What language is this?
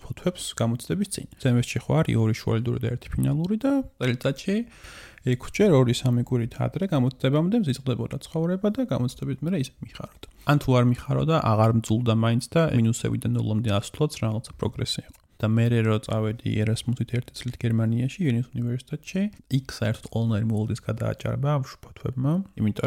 Georgian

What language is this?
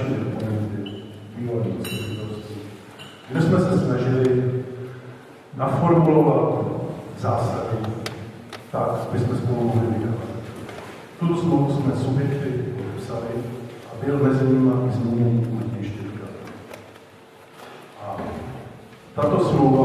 Czech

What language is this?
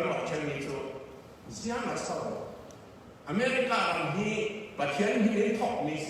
Falam Chin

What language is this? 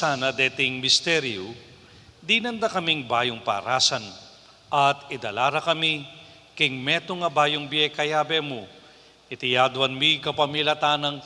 Pampanga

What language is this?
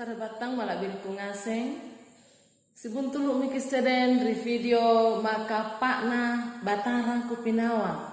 Makasar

